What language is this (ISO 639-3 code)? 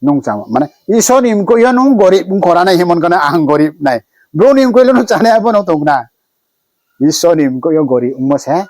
ria